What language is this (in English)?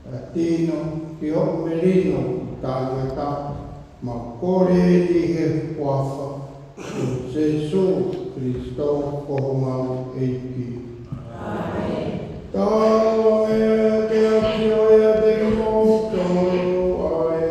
Tongan